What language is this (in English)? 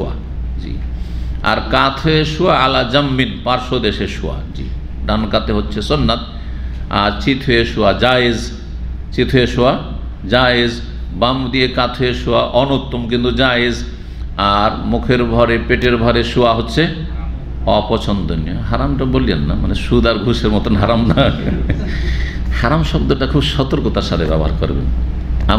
Bangla